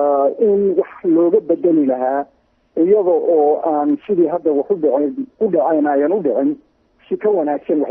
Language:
Somali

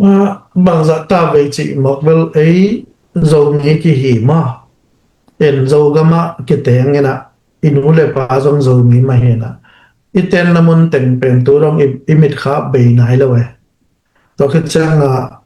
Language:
Tedim Chin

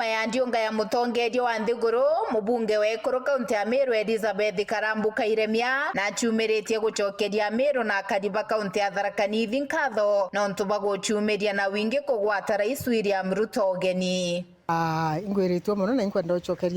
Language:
Meru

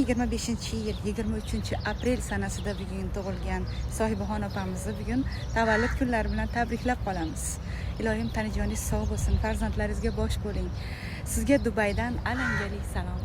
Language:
Uzbek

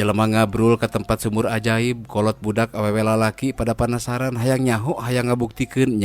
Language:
Sundanese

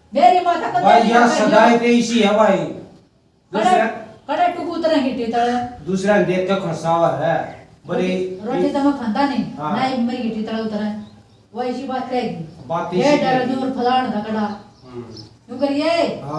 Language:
Haryanvi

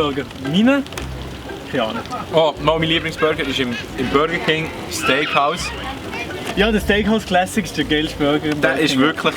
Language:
Swiss German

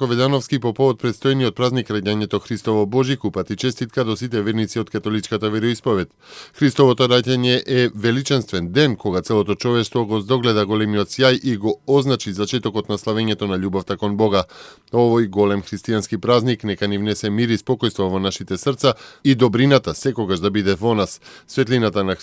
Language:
Macedonian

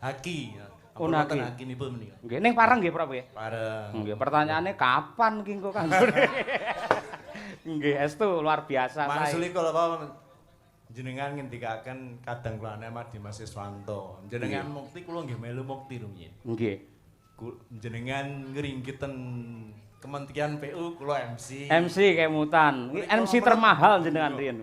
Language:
Javanese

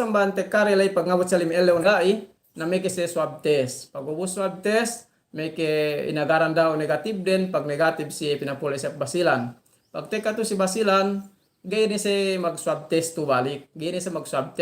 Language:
Yakan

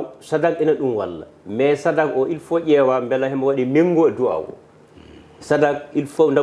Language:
Fula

